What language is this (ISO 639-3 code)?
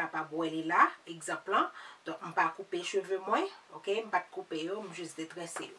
hat